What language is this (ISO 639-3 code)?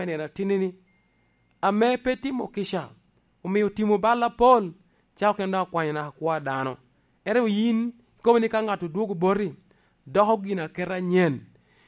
laj